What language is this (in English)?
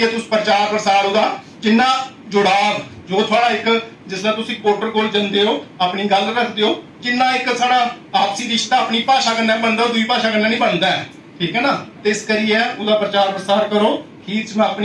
Dogri